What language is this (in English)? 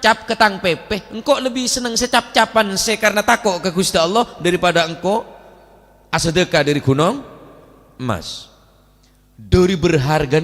Madurese